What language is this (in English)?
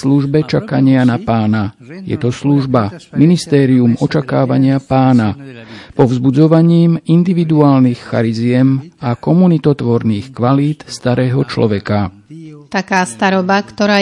Slovak